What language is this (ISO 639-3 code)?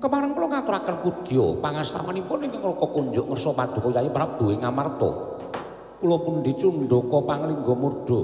jav